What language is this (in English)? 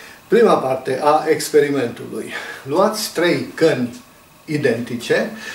Romanian